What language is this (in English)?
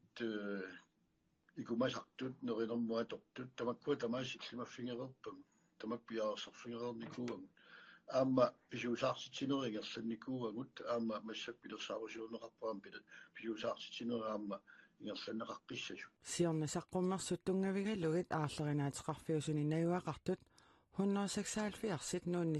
Kalaallisut